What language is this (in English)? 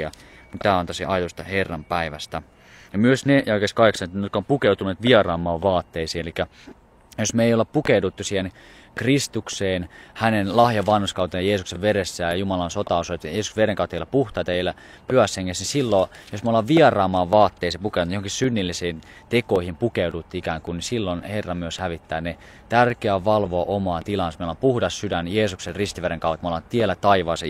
Finnish